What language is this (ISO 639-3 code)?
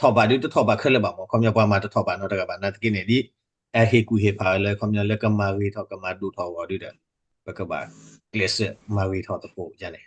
ksw